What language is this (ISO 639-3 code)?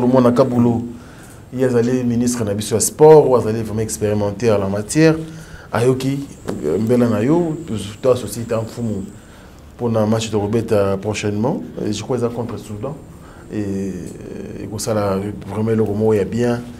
lin